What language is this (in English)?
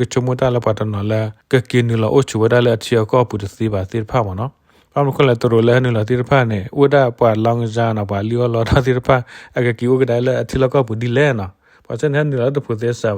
S'gaw Karen